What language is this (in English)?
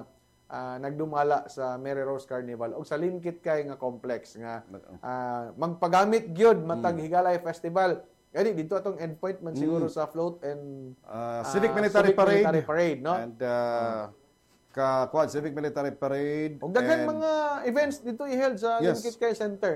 Cebuano